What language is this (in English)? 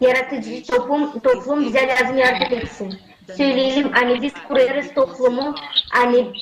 Gagauz